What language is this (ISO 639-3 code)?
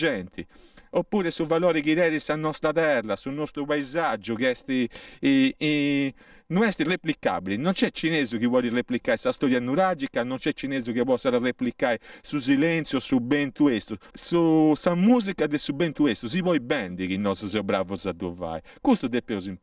srd